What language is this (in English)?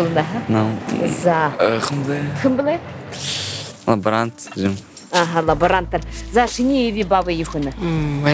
Buriat